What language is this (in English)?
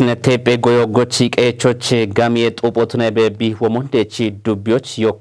Kafa